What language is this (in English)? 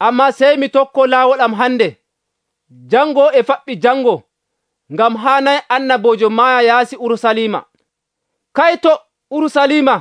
Nigerian Fulfulde